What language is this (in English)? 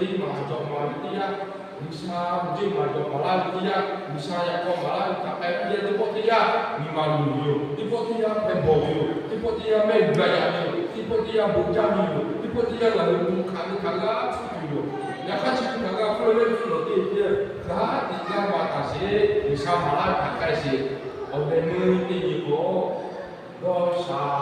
Lahu